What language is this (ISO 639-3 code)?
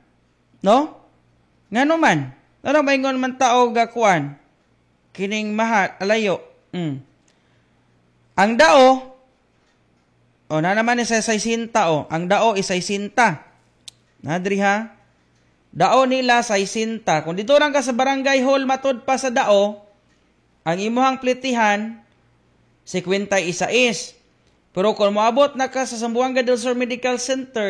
ceb